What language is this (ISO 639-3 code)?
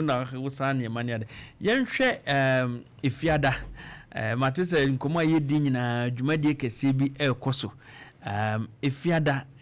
aka